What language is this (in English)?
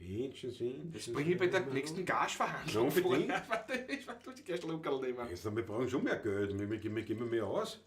Bavarian